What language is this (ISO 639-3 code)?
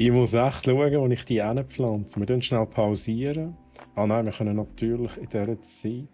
gsw